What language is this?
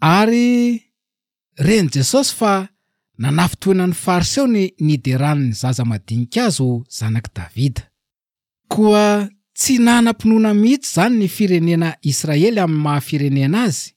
Malagasy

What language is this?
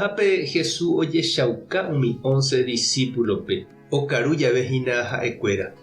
Guarani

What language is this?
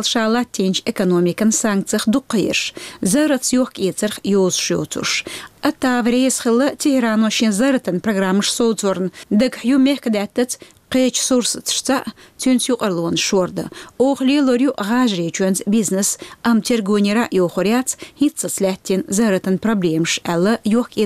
Chechen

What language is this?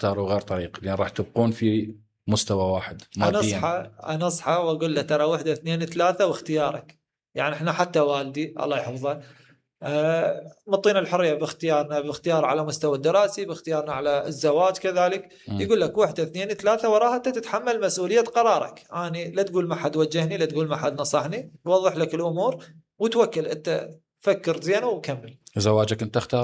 Mesopotamian Arabic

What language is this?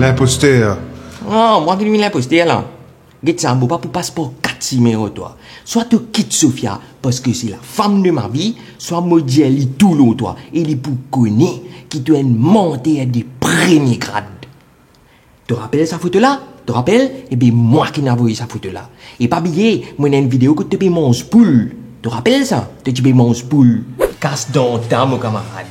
Morisyen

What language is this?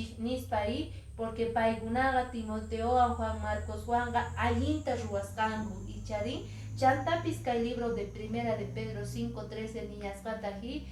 Quechua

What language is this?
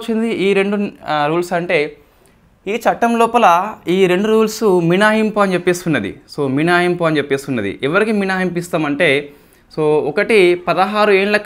Telugu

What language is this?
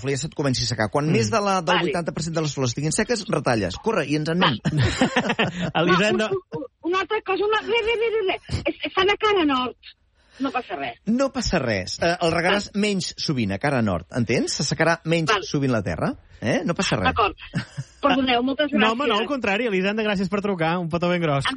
Catalan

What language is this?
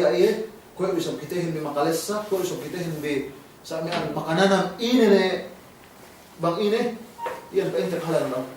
Yakan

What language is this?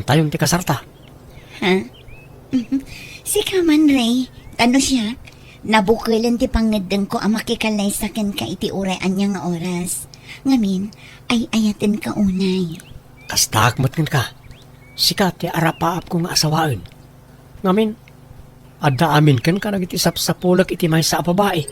Iloko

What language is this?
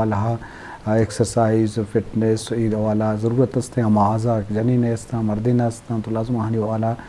Eastern Balochi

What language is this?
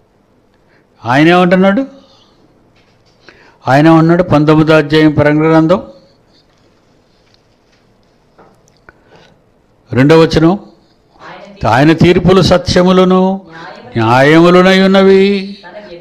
Telugu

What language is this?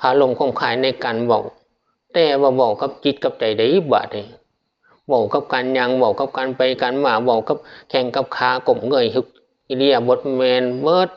Northeastern Thai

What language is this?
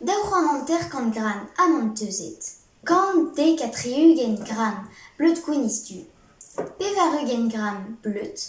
Breton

